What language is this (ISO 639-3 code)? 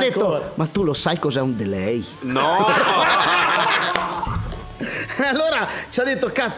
ita